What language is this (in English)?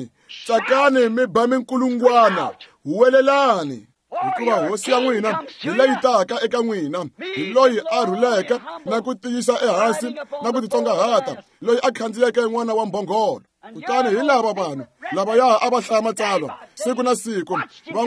Tsonga